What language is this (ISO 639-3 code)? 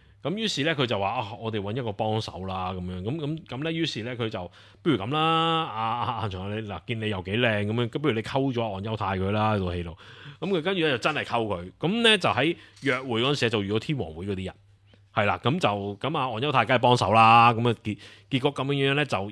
yue